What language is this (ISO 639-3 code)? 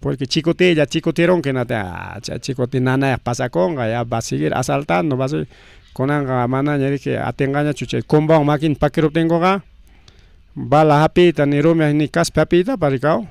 quy